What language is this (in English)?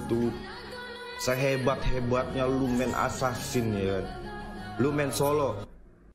Indonesian